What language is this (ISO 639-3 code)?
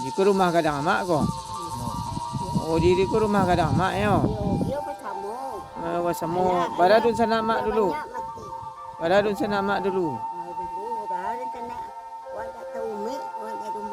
min